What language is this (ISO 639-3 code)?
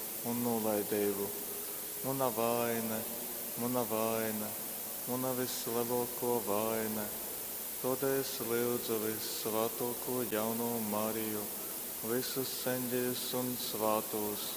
ltg